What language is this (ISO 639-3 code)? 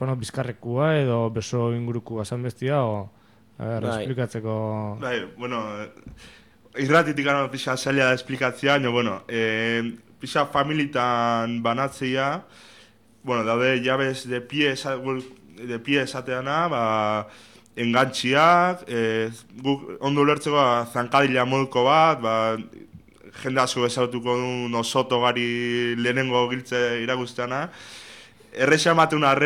eus